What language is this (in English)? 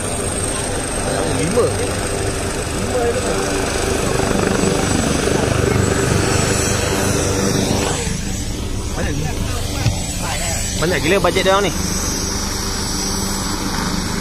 Malay